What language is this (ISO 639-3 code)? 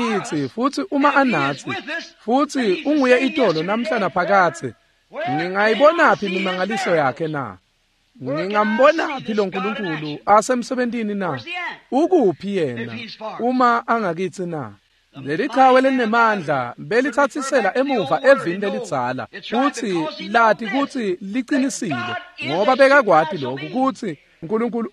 ssw